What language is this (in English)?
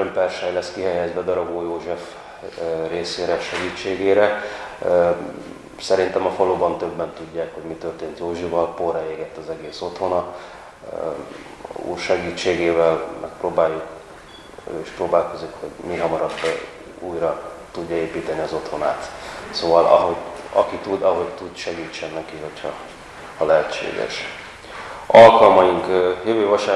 Hungarian